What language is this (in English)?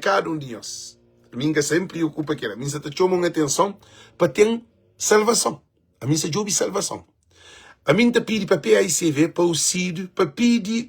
Kabuverdianu